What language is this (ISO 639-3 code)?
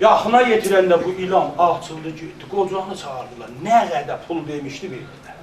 azb